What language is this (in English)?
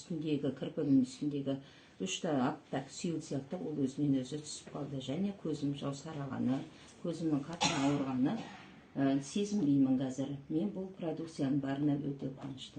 Kazakh